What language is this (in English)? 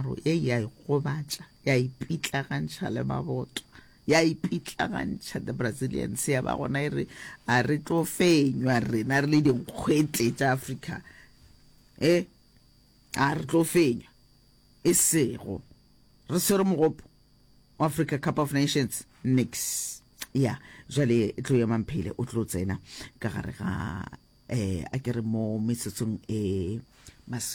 Northern Sotho